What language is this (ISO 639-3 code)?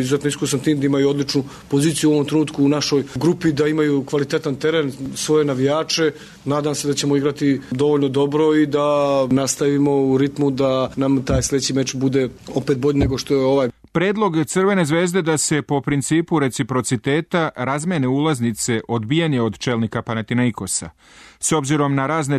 srp